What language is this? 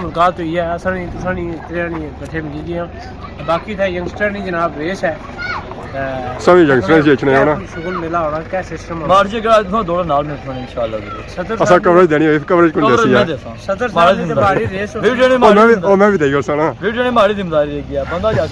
Pahari-Potwari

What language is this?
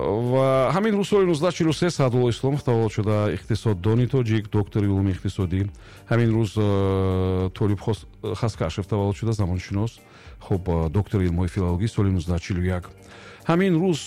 Tajik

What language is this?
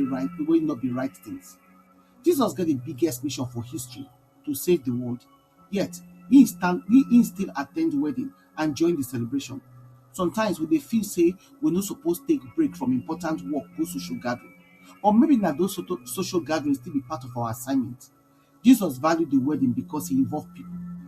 Nigerian Pidgin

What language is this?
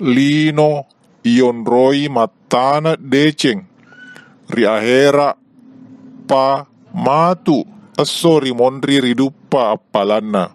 Buginese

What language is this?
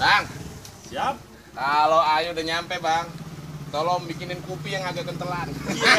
Betawi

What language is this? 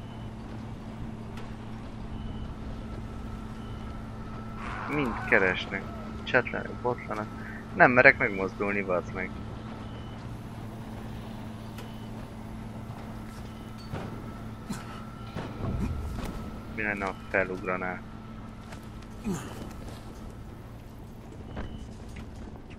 Hungarian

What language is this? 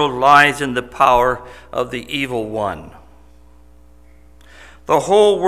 English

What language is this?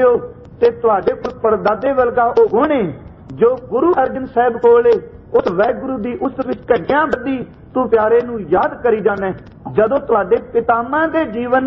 Punjabi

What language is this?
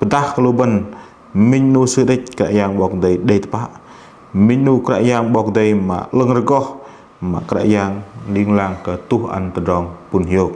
Bahnar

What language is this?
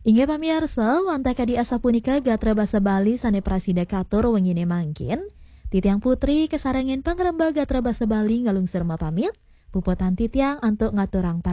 Balinese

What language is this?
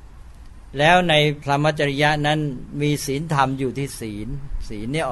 Thai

